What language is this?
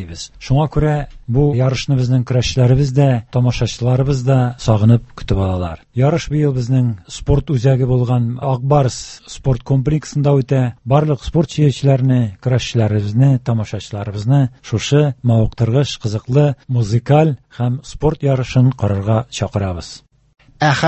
Tatar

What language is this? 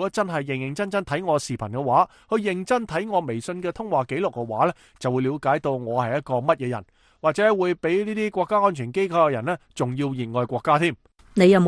Cantonese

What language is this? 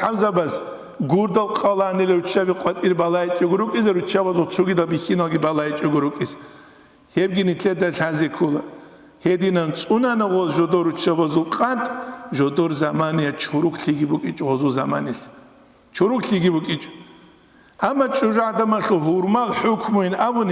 Avaric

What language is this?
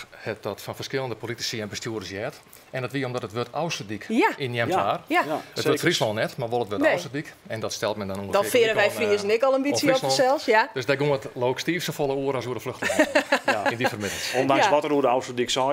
Western Frisian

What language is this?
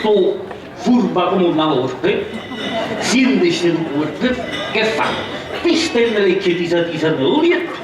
Sicilian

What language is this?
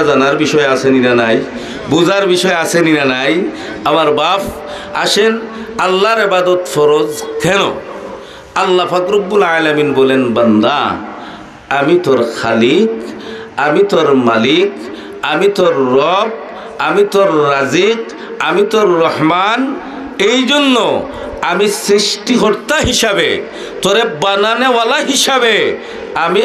Sylheti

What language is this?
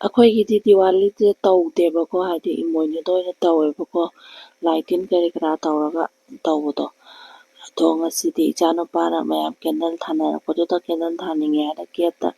Manipuri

